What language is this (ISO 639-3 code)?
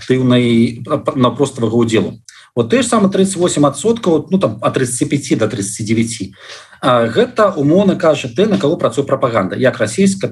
bel